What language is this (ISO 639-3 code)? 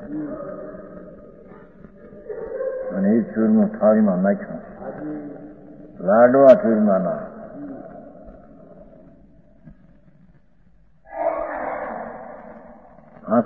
guj